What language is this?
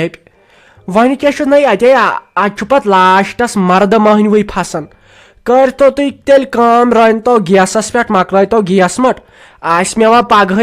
Kashmiri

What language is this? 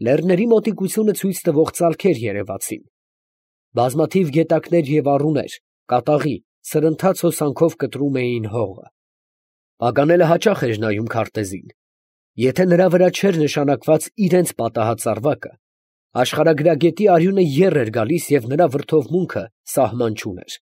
Armenian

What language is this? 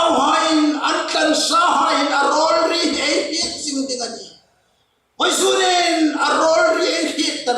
Hmar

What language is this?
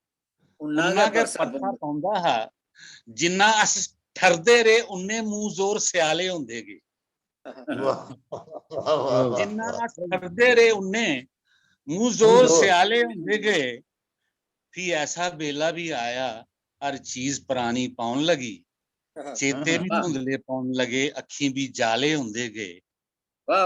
Dogri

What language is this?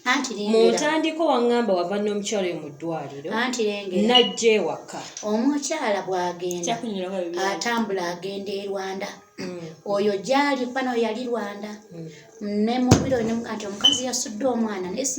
Ganda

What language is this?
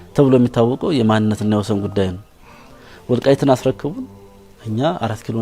Amharic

